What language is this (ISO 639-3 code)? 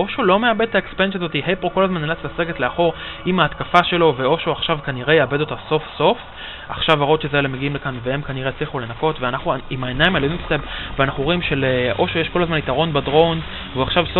heb